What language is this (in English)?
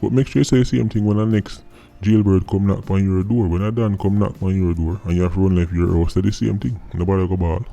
Jamaican Creole English